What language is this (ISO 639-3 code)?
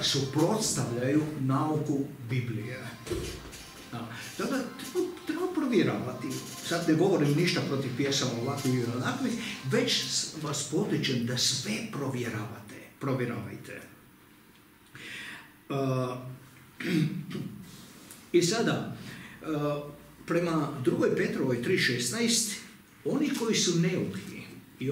hrv